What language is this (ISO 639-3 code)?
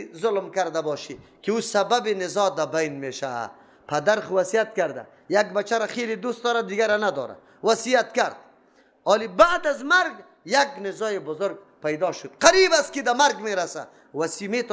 fas